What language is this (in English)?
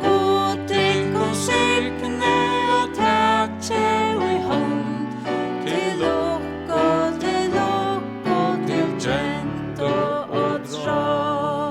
Faroese